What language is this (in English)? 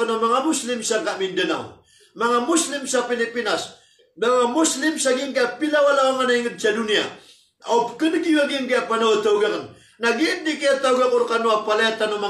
Maranao